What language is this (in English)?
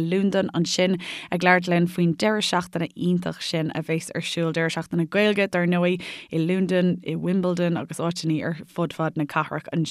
Irish